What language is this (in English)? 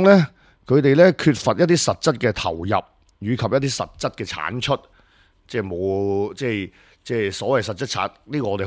Cantonese